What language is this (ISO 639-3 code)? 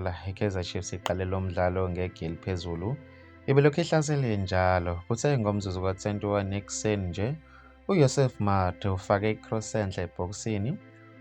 zul